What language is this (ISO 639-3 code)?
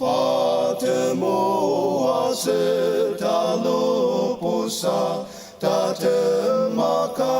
njo